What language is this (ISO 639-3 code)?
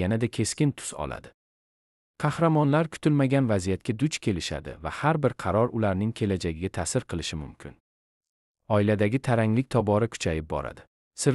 uzb